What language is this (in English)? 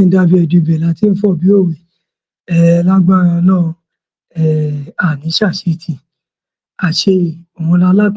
Yoruba